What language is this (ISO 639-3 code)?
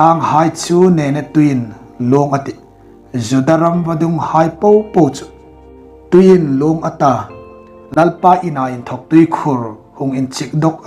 hmr